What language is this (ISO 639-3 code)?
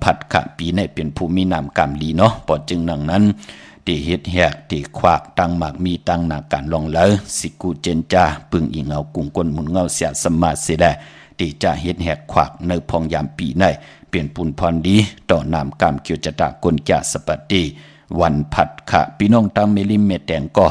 shn